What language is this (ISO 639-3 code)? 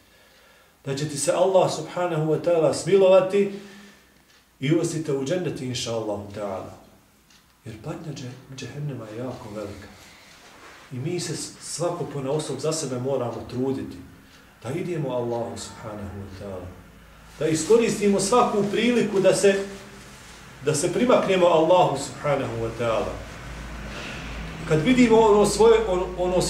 bos